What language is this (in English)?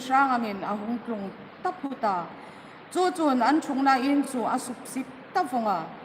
Hmar